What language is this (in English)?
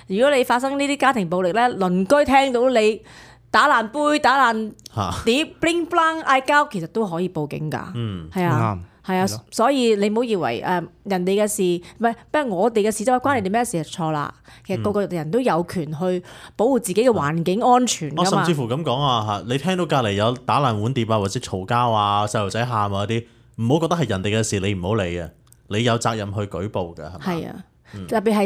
Cantonese